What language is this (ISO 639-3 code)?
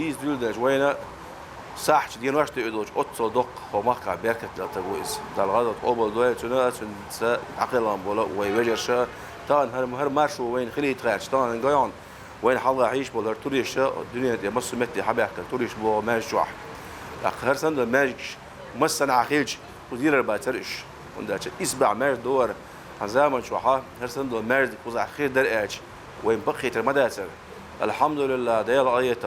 che